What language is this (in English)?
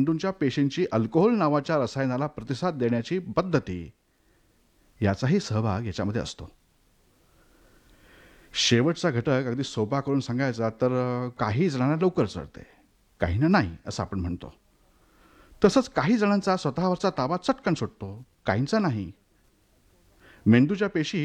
Marathi